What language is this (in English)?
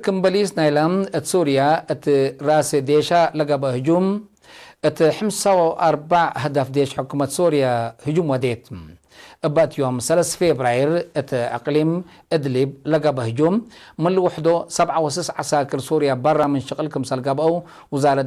Tigre